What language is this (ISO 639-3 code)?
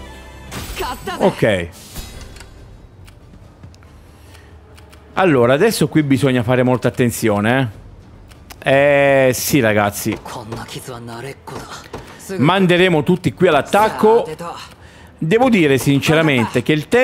ita